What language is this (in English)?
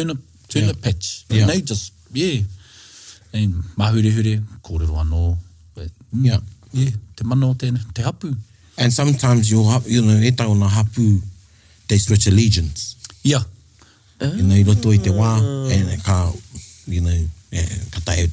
Māori